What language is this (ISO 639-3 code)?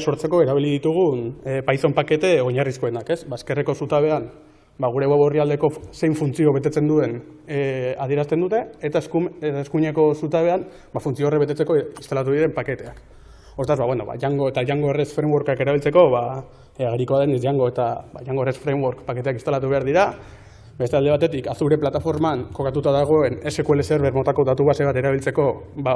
eus